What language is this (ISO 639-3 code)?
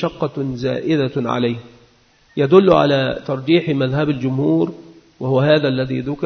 ara